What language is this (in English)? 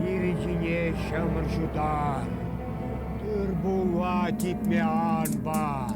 Chuvash